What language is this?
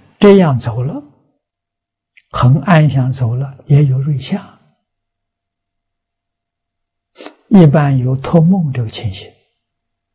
Chinese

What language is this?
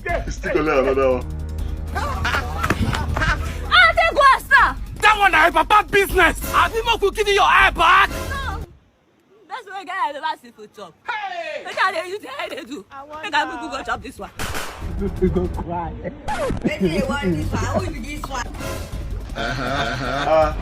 Nigerian Pidgin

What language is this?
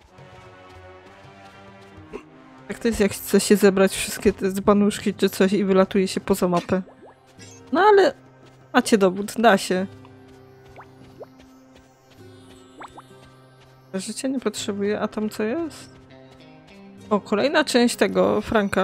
Polish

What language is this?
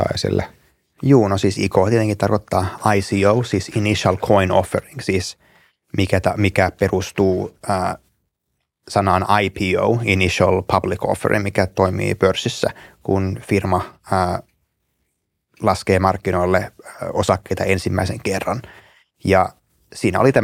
Finnish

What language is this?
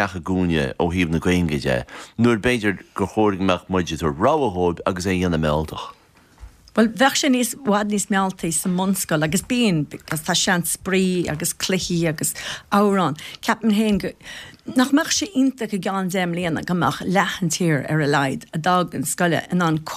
Irish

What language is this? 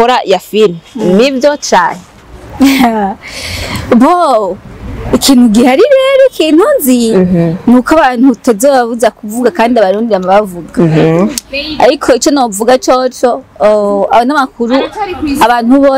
Rundi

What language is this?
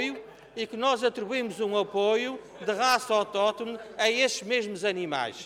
Portuguese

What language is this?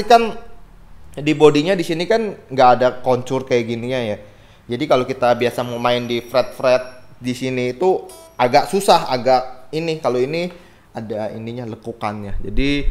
Indonesian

